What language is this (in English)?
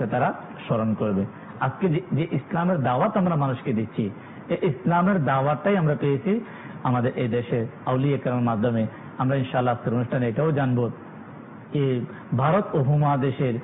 Bangla